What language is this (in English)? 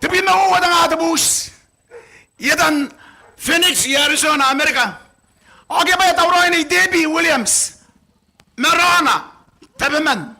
Gilbertese